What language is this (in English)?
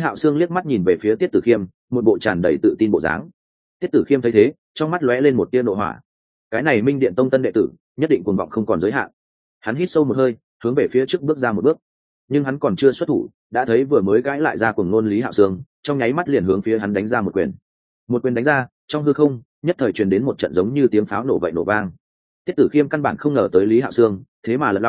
Vietnamese